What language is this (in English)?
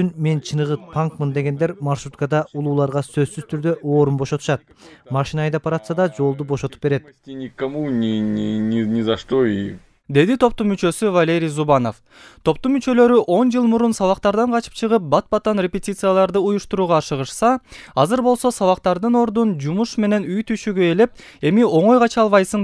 Kyrgyz